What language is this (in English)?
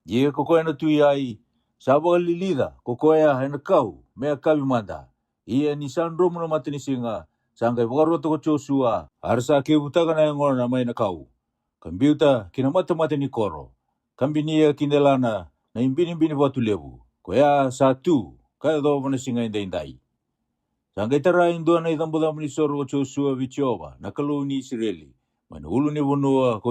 Fijian